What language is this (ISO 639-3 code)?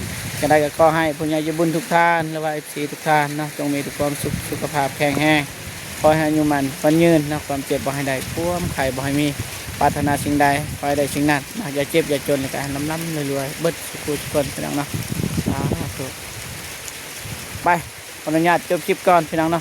lao